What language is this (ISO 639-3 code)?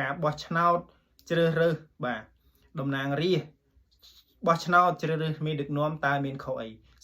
khm